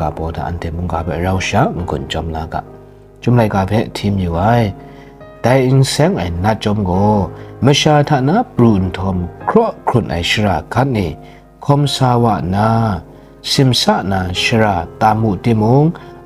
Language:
Kachin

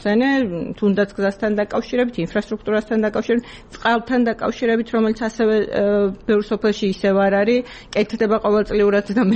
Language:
Georgian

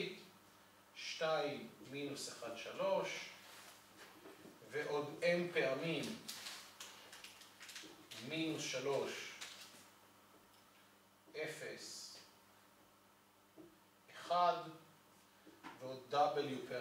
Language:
Hebrew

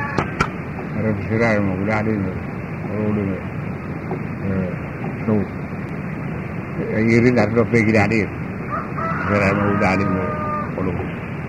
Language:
Malay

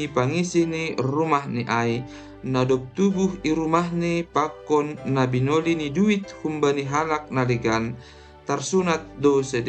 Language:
Batak Simalungun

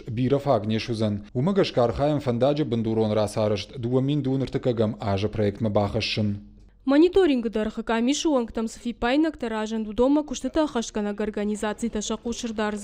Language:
Ossetic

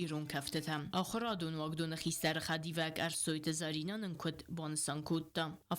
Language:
Ossetic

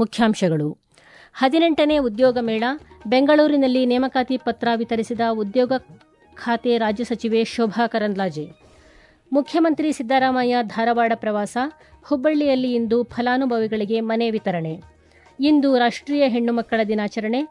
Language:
Kannada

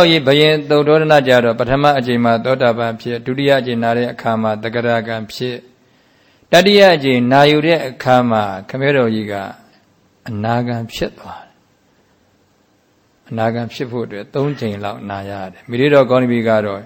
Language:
Burmese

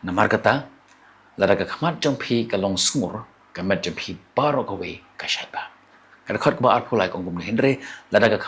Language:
Khasi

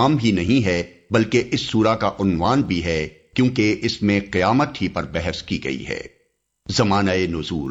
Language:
Urdu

